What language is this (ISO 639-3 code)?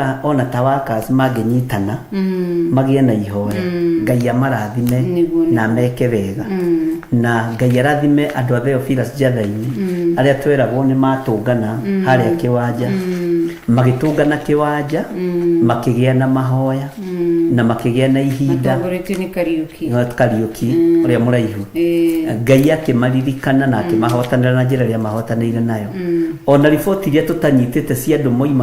kik